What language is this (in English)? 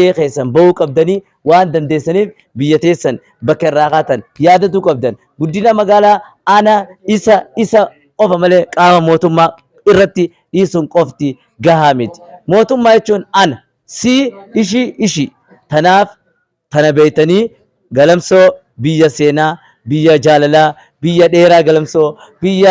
Oromo